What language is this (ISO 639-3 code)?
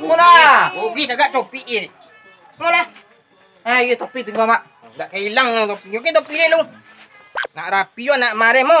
min